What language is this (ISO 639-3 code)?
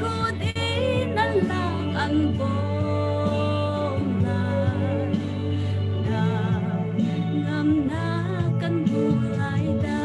cnh